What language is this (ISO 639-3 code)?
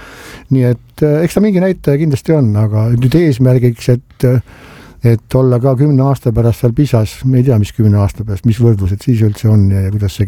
est